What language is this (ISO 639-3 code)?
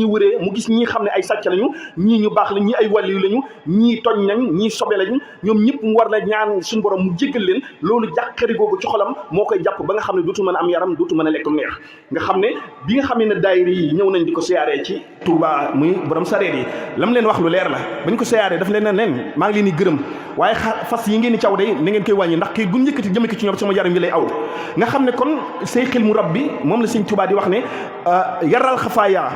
wol